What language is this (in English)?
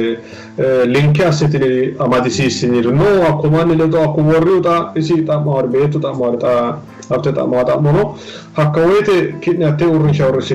Sidamo